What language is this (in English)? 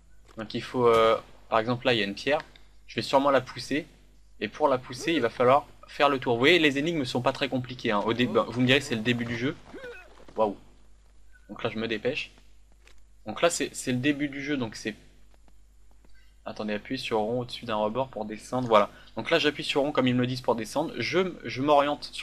French